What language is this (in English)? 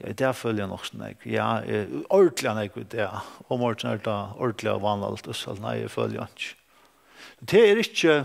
Faroese